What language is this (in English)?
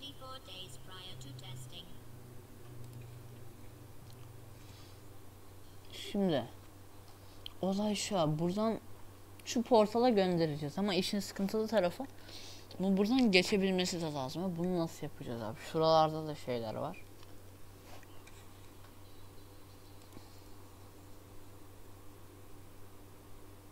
Turkish